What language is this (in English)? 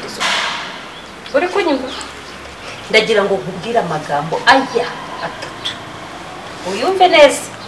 Kinyarwanda